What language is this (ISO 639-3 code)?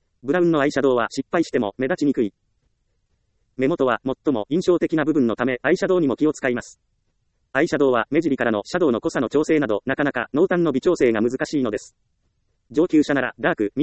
jpn